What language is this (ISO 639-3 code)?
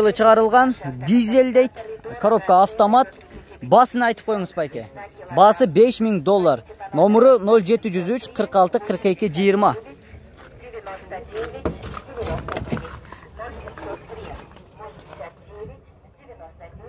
kir